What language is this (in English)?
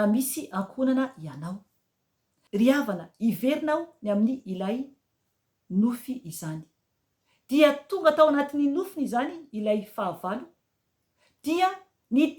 Malagasy